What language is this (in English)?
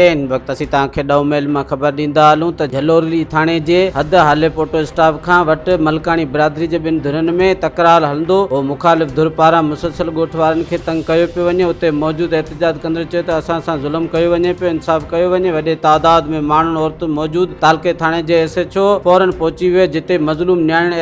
Sindhi